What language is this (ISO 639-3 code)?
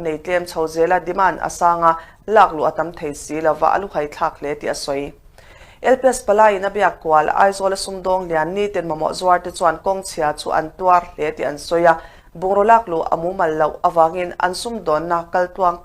lus